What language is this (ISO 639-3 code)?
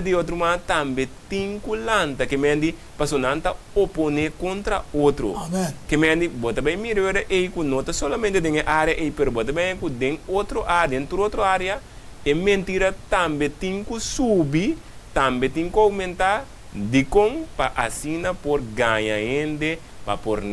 pap